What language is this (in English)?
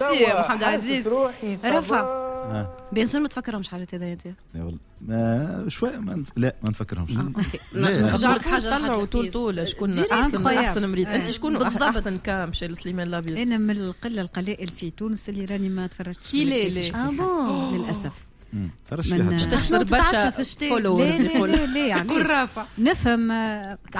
Tunisian Arabic